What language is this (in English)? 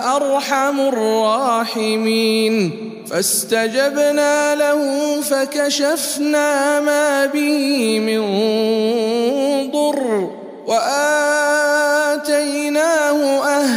Arabic